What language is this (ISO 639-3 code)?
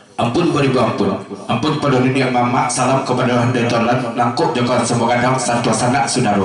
min